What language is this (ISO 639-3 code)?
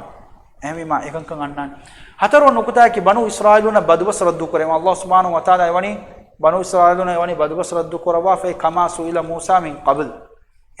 div